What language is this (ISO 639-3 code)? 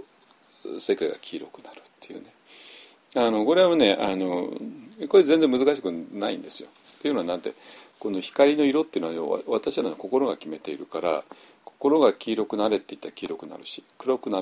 jpn